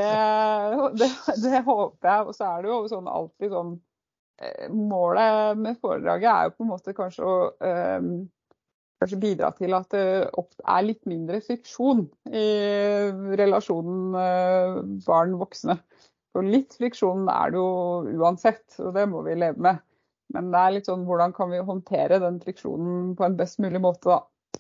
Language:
Norwegian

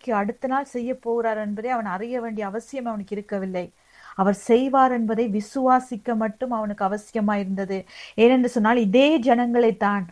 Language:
Tamil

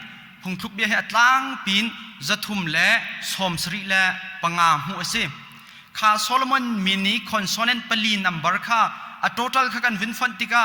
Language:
Hakha Chin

